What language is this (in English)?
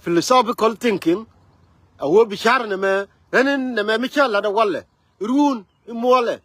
Nuer